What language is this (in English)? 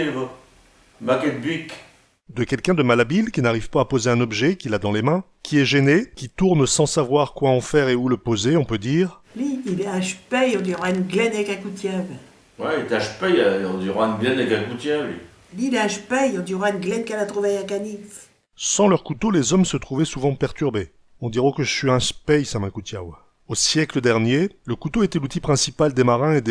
Picard